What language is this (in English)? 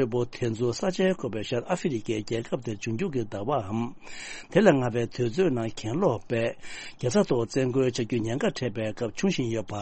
Tibetan